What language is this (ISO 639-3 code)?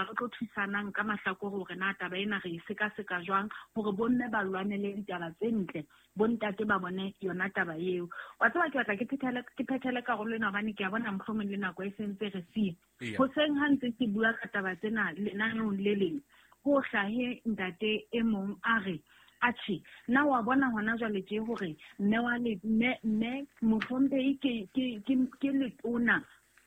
sot